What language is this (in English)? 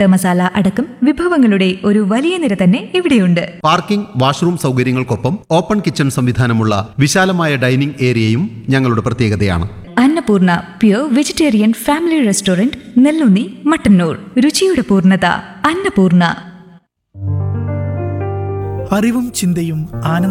Malayalam